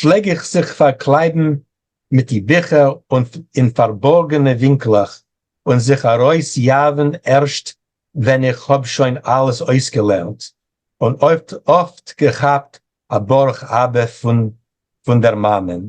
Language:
Yiddish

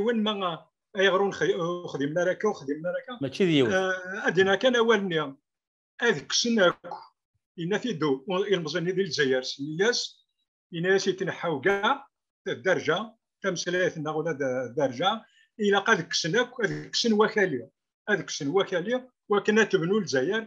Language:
Kabyle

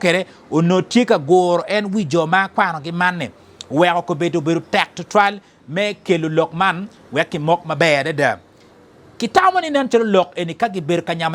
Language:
Acoli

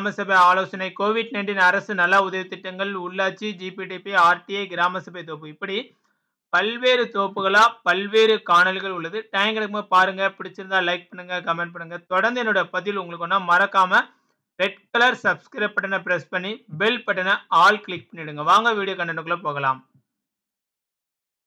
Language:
Tamil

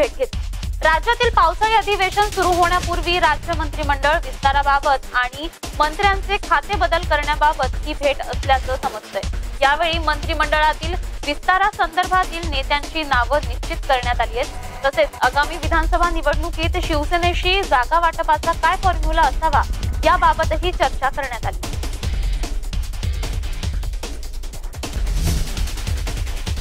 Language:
Marathi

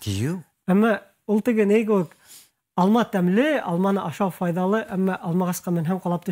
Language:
Bashkir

